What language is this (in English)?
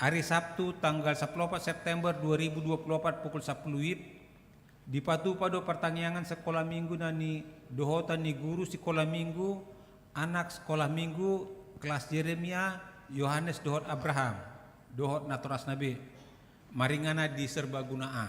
Batak Toba